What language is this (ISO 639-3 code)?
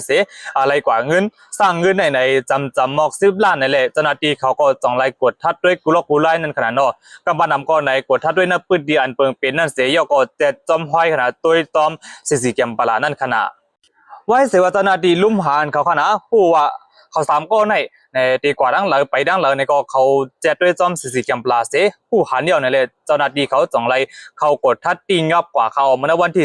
shn